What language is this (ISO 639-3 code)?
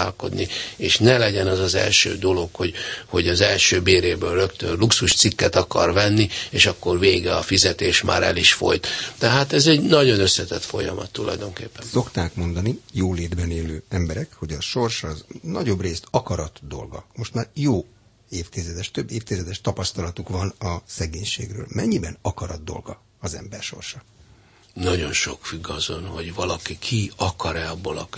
hun